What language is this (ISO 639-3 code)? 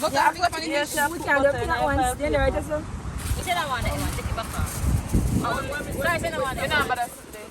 jam